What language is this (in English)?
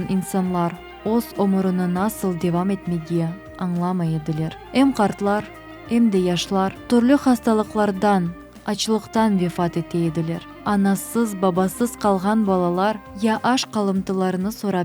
Crimean Tatar